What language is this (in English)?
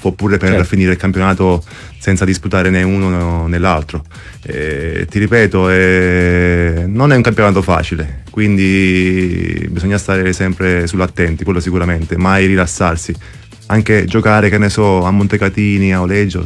Italian